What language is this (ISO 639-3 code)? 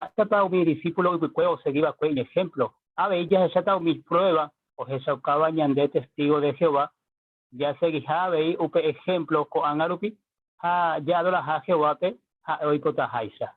grn